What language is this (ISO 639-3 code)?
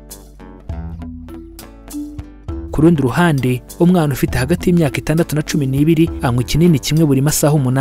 kin